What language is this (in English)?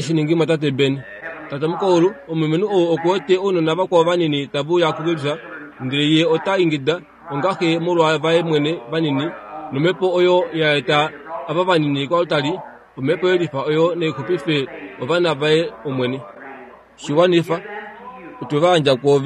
Kuanyama